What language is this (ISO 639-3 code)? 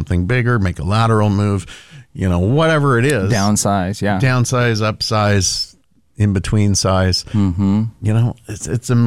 eng